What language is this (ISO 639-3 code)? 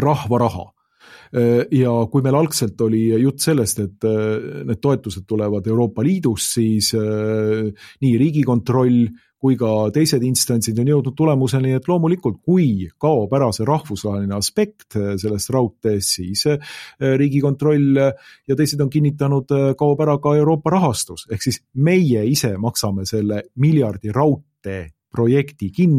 est